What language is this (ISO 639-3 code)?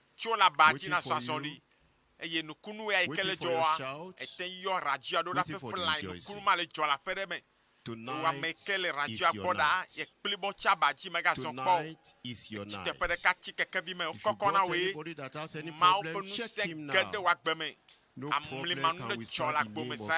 ewe